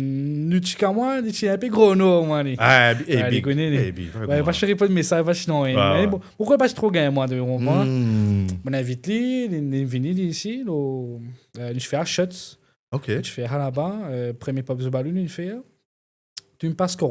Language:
Morisyen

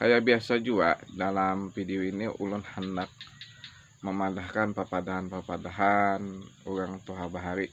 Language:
Banjar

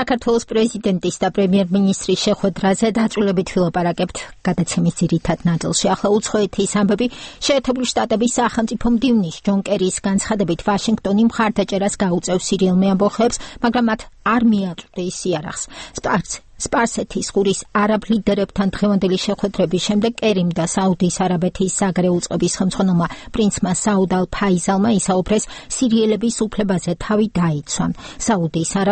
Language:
Georgian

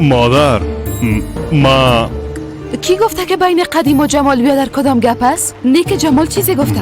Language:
Persian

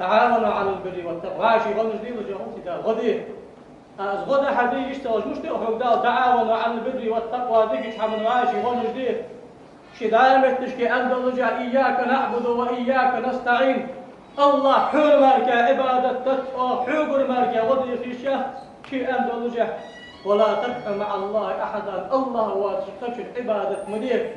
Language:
Ingush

